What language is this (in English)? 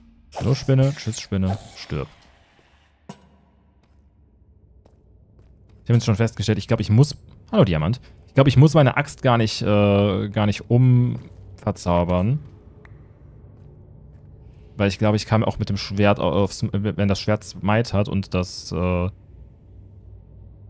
German